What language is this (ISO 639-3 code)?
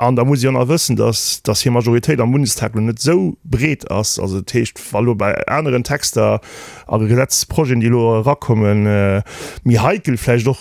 ltz